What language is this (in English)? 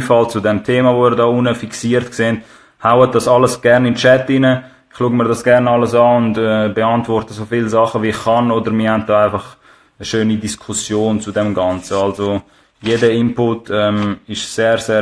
Swiss German